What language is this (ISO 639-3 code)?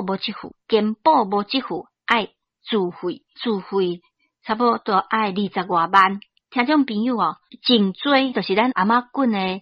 nan